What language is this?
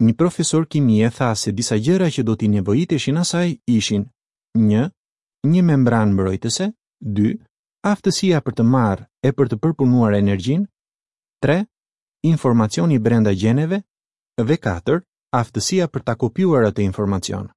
Albanian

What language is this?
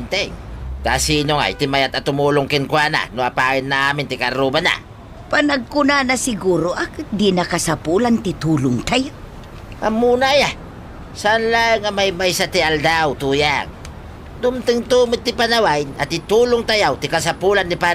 Iloko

